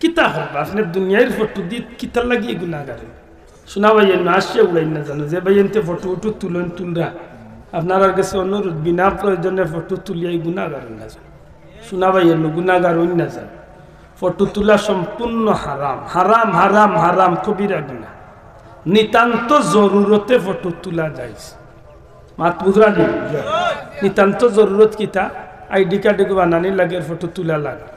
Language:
Sylheti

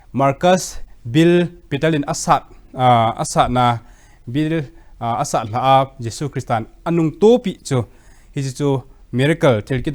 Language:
Thado Chin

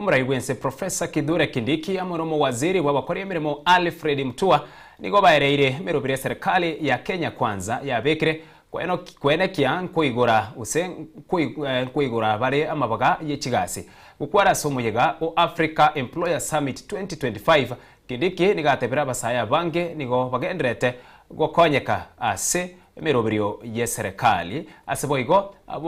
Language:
Gusii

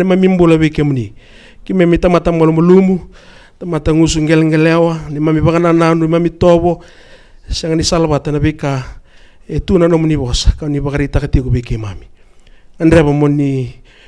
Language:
Fijian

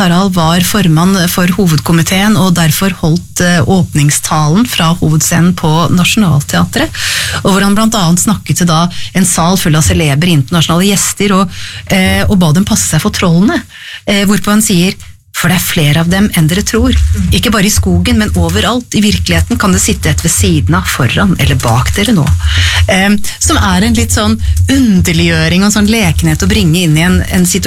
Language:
Norwegian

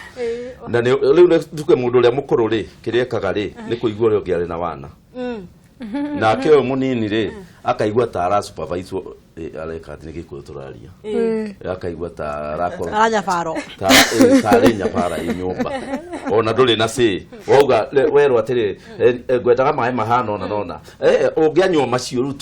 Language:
Kikuyu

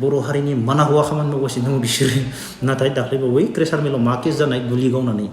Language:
Bodo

